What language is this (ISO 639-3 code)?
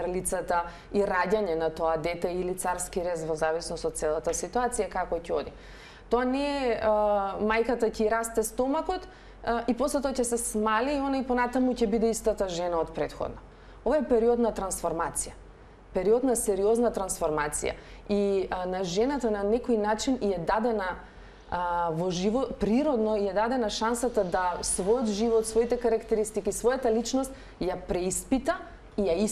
mkd